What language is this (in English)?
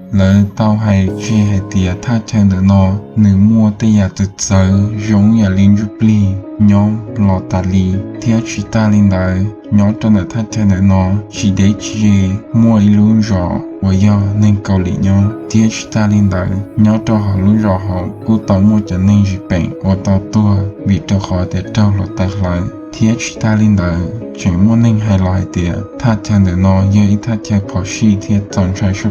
Hmong